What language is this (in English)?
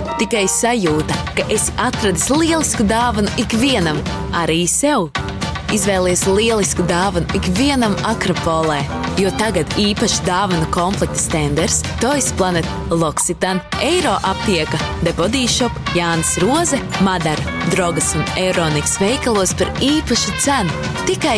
Latvian